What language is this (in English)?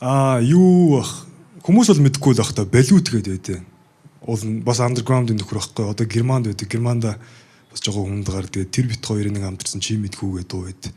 Mongolian